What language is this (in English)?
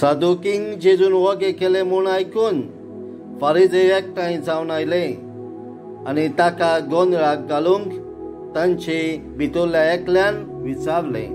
Konkani